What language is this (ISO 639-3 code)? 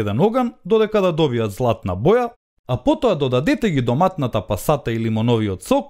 mkd